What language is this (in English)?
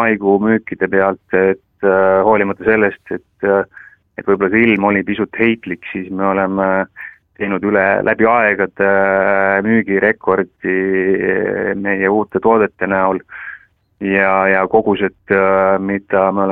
Estonian